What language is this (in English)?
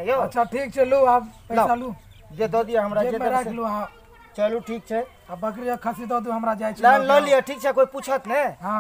Maithili